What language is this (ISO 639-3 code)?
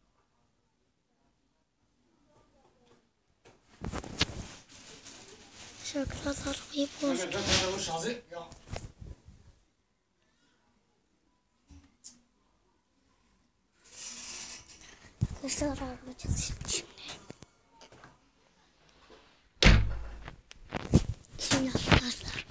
tur